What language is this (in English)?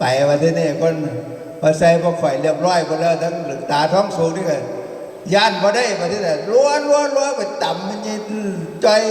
Northeastern Thai